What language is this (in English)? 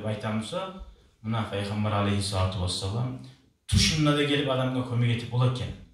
Kumyk